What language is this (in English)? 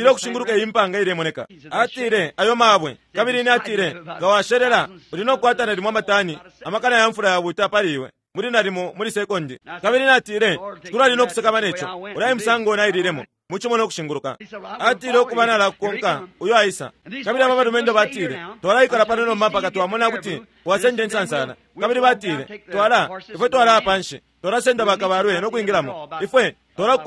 Bemba